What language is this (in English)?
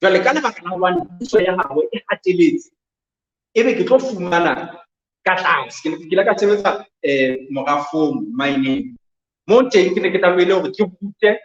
Southern Sotho